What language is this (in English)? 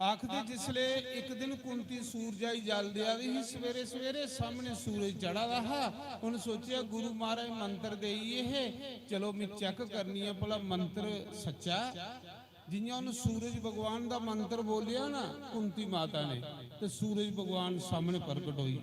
Dogri